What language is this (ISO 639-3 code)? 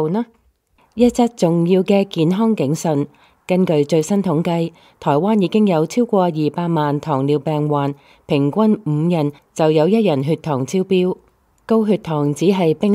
yue